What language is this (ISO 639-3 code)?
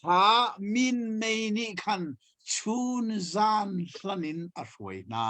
cnh